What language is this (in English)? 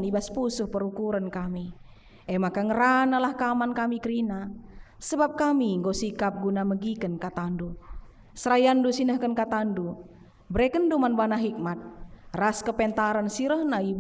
Batak Karo